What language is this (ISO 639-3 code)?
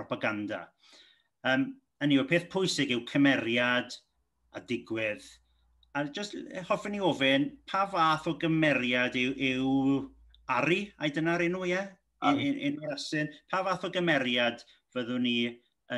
cym